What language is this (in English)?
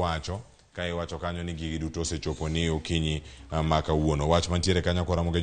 Luo (Kenya and Tanzania)